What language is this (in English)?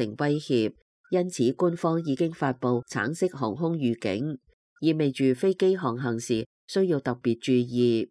Cantonese